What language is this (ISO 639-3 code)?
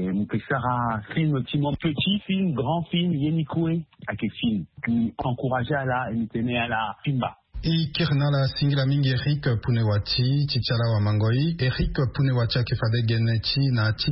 sag